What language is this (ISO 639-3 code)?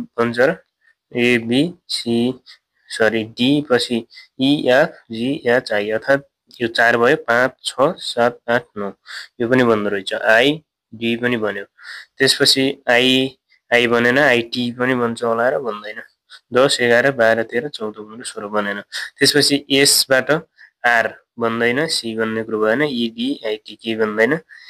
nep